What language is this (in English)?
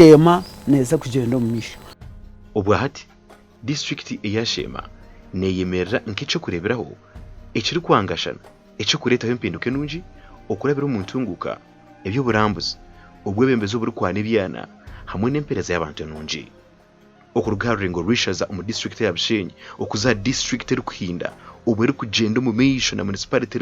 Nyankole